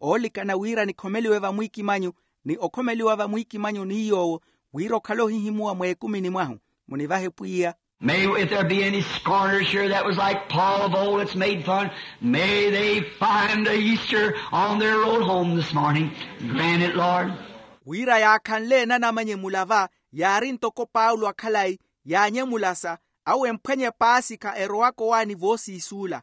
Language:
Makhuwa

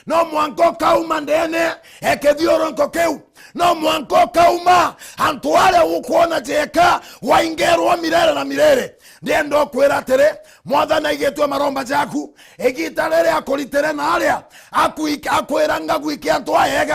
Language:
Meru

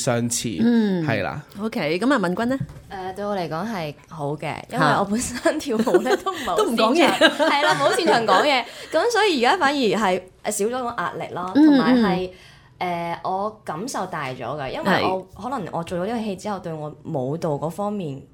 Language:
Cantonese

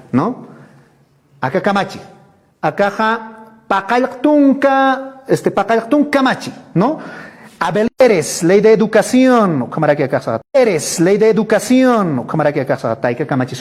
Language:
Aymara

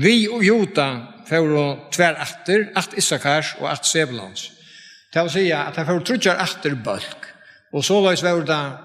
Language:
Faroese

